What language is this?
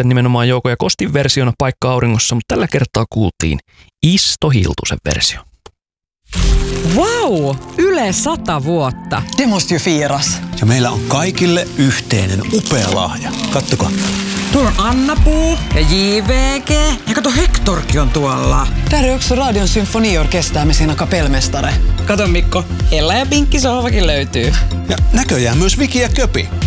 Finnish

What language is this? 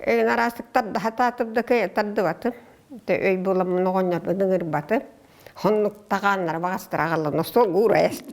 Yakut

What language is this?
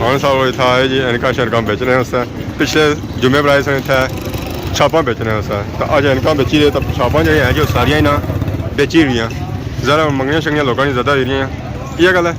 Pahari-Potwari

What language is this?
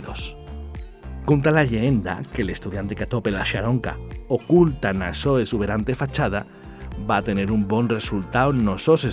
Asturian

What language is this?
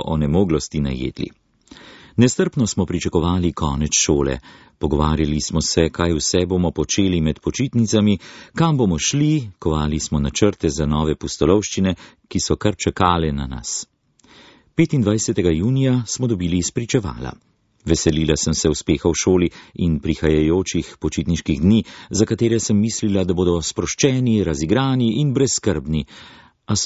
Slovenian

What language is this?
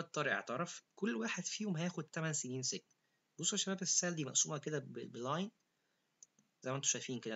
Egyptian Arabic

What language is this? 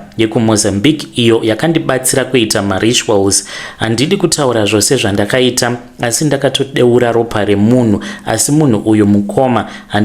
Shona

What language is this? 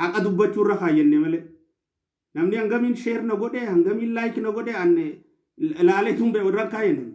Oromo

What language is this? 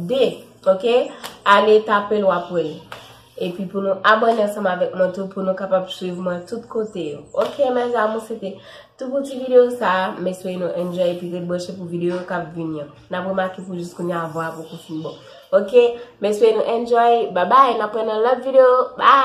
Haitian Creole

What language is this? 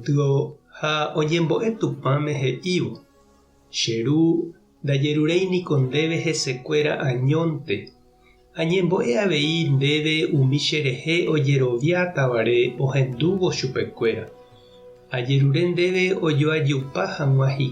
Guarani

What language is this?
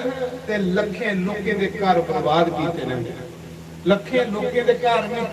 Dogri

